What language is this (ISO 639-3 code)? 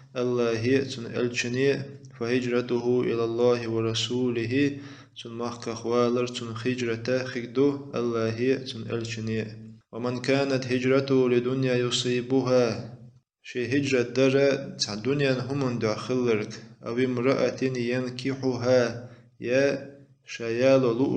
che